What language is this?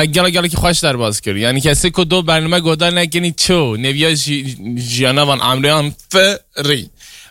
Kurdish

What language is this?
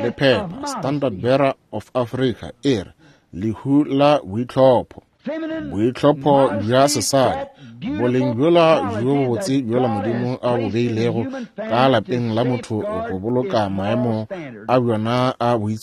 Northern Sotho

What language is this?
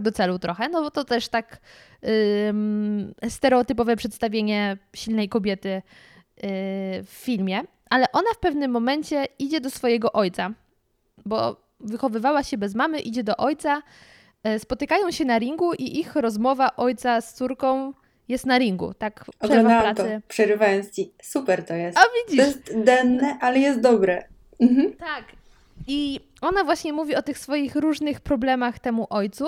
Polish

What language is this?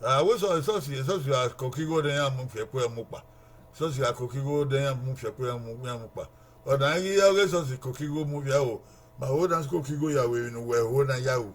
Bini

